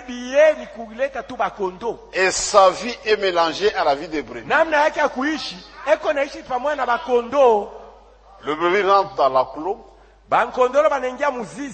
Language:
Swahili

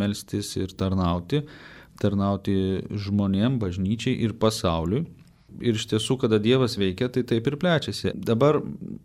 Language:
Lithuanian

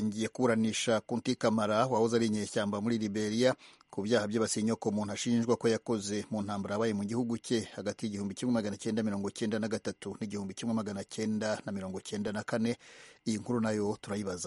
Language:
Kinyarwanda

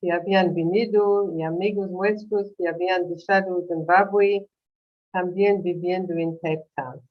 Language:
Ladino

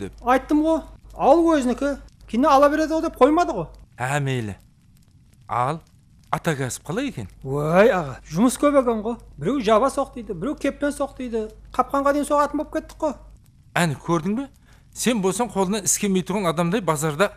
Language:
Kara-Kalpak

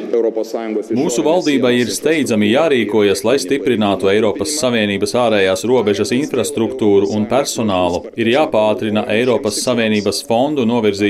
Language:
Latvian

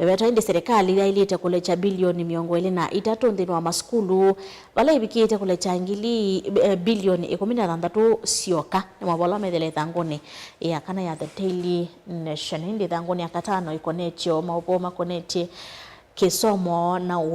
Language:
Kamba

